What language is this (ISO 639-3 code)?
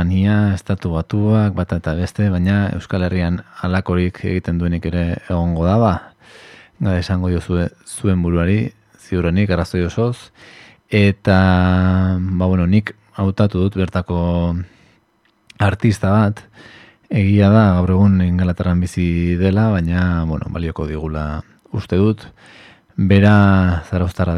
eus